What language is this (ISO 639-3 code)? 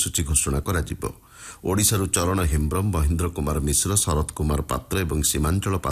ori